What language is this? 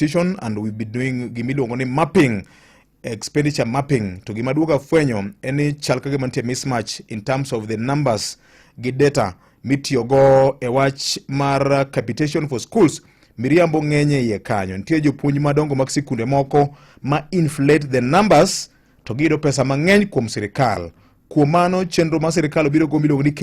Luo (Kenya and Tanzania)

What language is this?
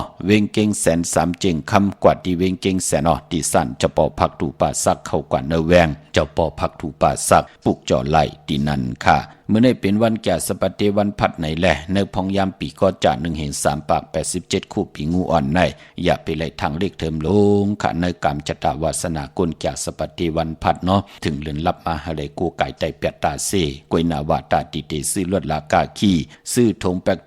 Shan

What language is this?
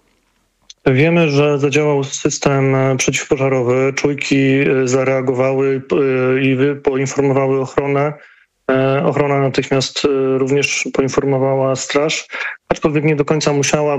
Polish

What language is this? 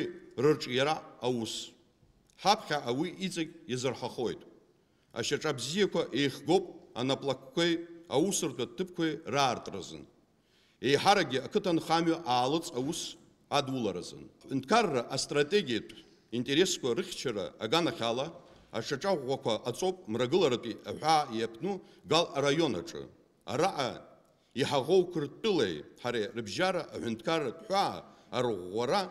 Abkhazian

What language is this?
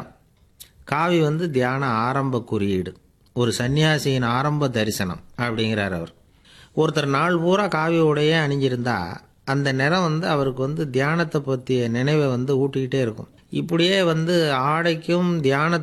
Tamil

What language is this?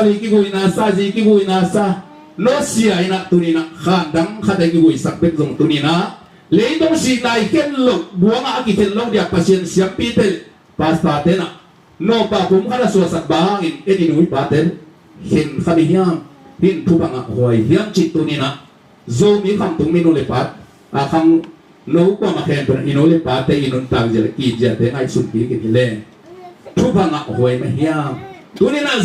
Tedim Chin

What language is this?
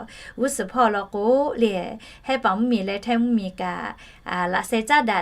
Lahu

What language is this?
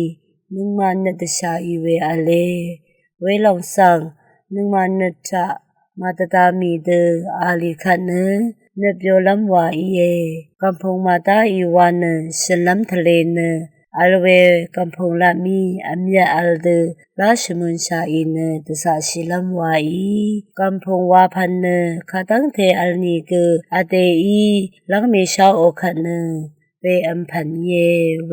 Rawang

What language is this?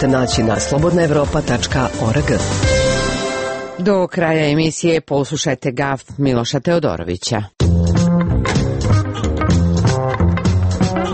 Serbian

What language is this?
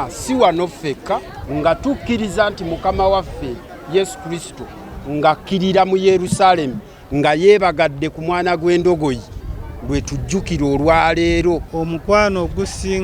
Ganda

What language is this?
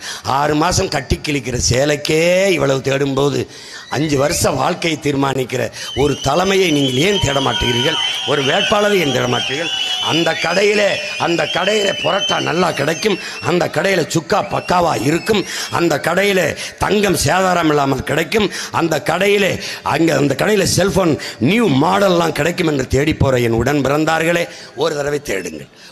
Tamil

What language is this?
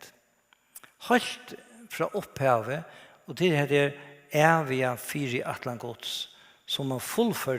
Faroese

